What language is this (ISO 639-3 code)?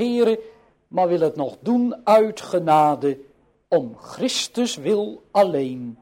nld